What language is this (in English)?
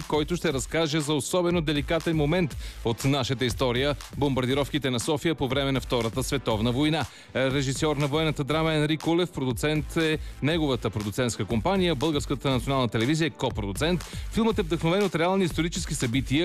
Bulgarian